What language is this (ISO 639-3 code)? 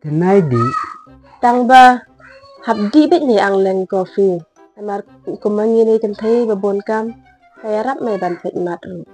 kha